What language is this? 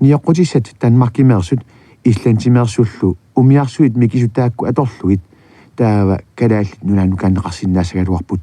Kalaallisut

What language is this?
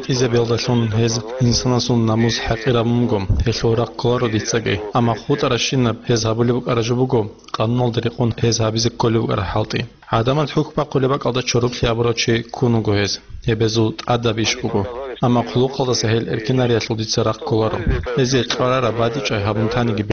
Avaric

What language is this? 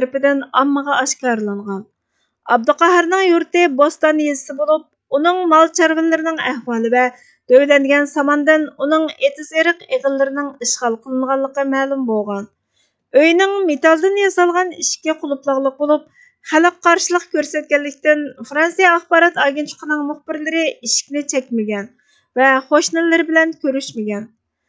Uyghur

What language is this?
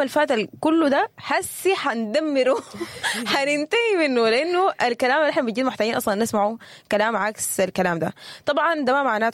Sudanese Arabic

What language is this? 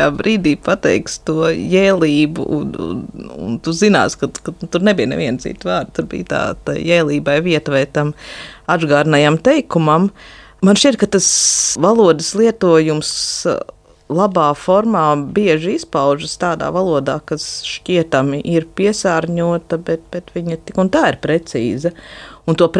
Latvian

